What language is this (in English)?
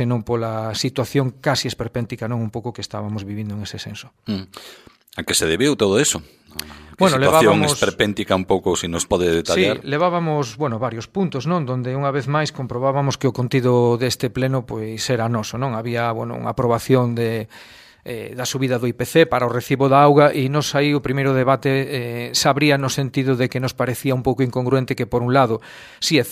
Galician